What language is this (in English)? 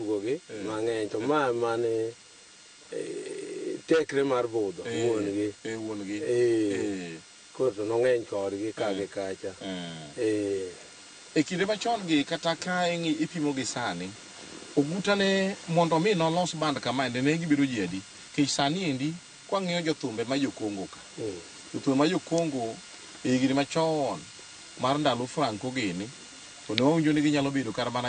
Luo (Kenya and Tanzania)